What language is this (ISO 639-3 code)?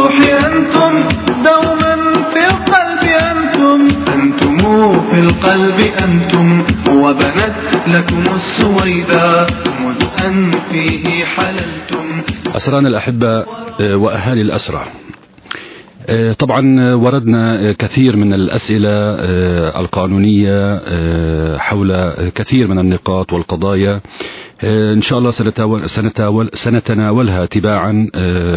ara